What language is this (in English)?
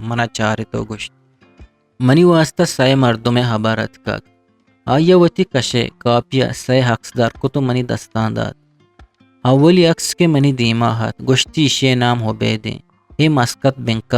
Eastern Balochi